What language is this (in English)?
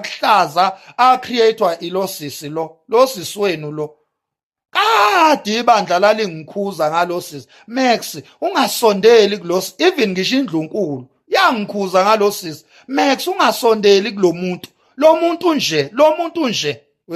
Zulu